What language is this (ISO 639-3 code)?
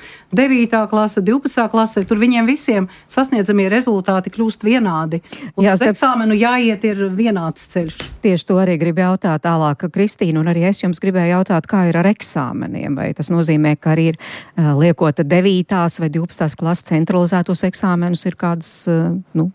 lav